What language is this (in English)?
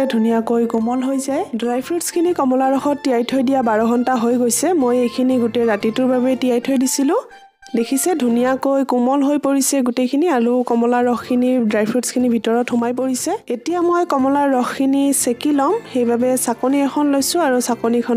Assamese